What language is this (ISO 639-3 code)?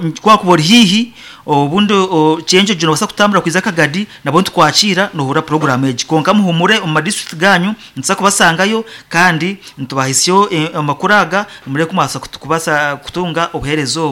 nyn